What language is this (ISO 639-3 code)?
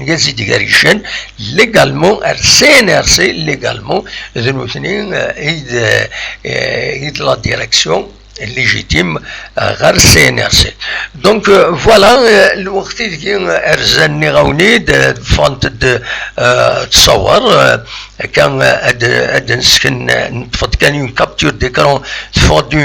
kab